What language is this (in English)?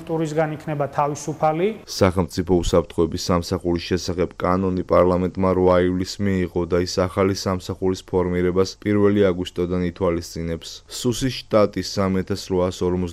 Georgian